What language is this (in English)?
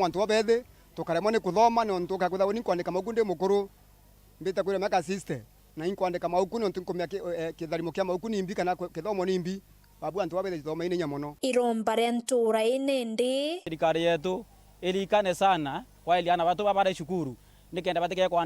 Meru